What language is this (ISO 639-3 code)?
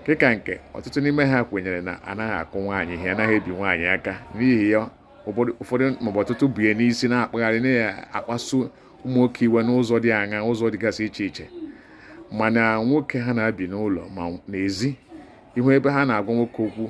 ibo